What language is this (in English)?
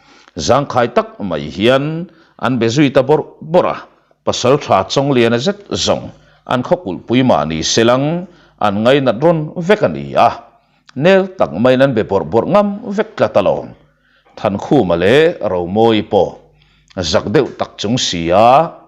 Mizo